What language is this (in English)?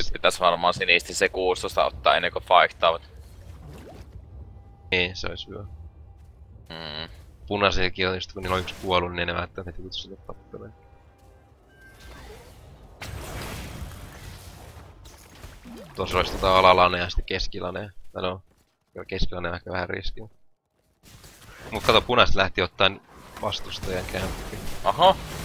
Finnish